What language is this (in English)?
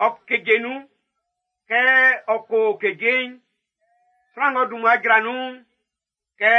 Baoulé